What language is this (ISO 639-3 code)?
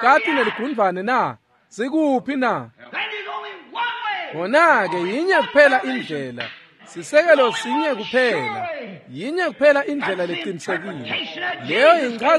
ssw